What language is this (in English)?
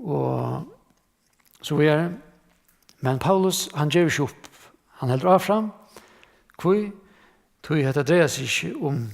Faroese